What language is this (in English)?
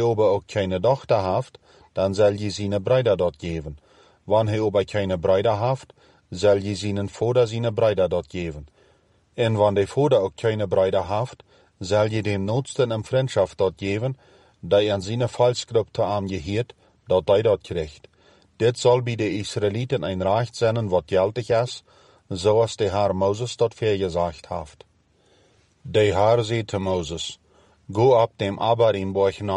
Plautdietsch